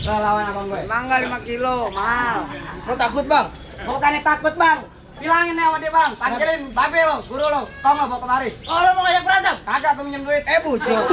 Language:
Betawi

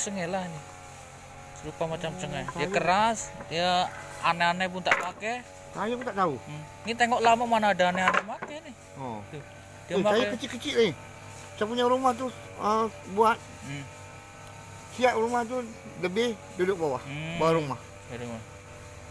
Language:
Malay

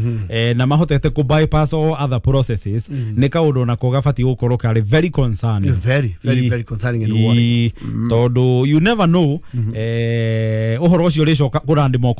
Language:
Kikuyu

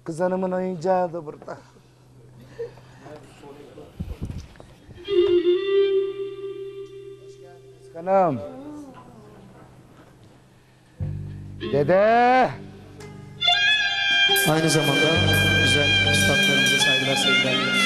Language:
Turkish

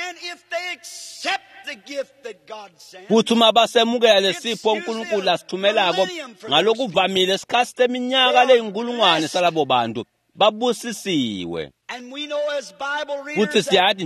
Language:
Swati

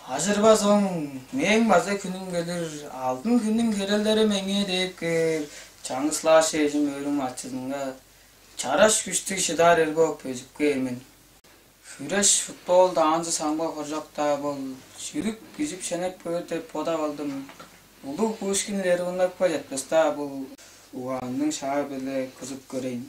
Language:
Tuvinian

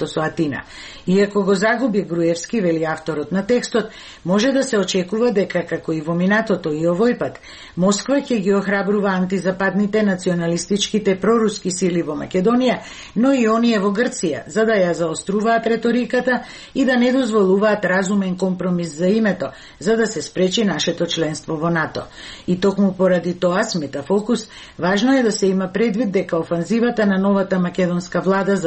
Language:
Macedonian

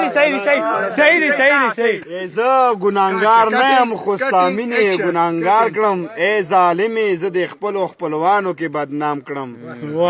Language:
Pashto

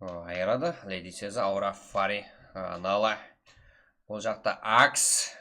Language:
Kara-Kalpak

